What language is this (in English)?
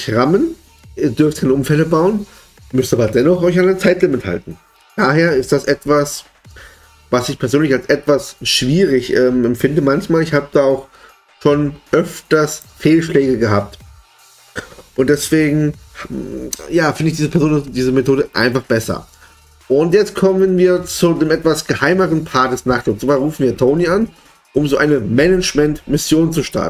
German